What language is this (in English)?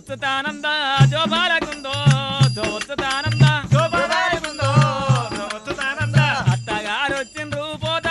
Telugu